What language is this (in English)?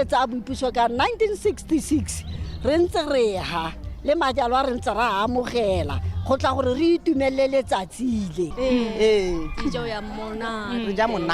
Tswana